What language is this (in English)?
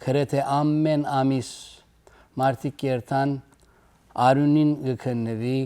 Western Armenian